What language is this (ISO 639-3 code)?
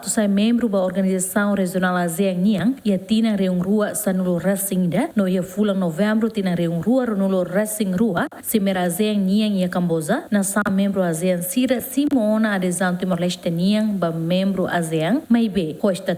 tet